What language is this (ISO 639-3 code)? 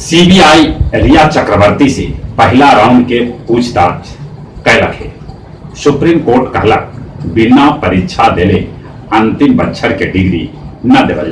mag